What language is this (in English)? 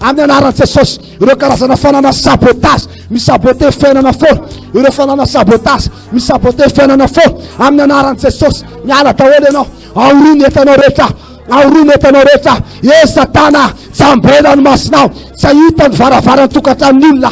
Malagasy